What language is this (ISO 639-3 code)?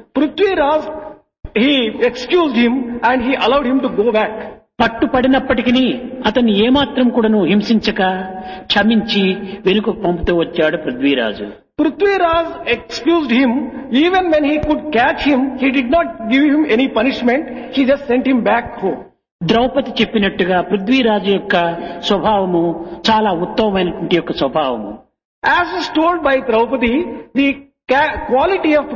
tel